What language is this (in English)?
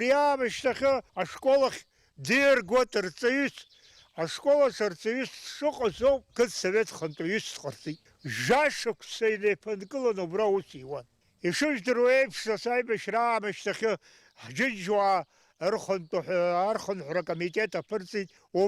Abkhazian